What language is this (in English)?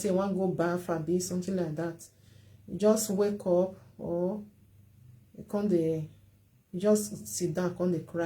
Nigerian Pidgin